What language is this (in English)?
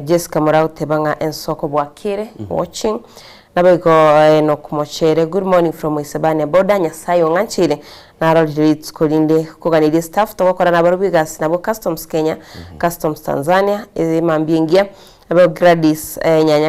Gusii